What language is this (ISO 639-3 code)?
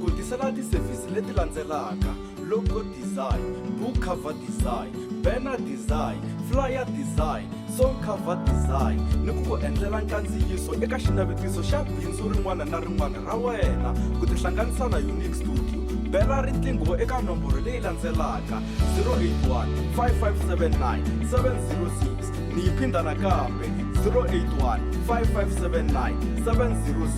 tso